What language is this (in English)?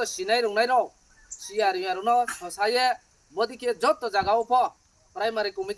Riang (India)